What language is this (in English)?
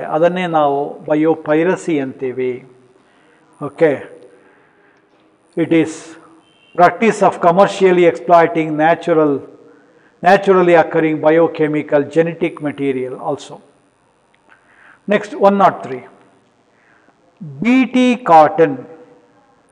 Kannada